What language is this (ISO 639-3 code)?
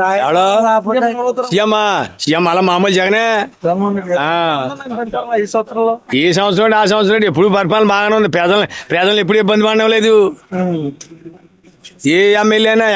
tel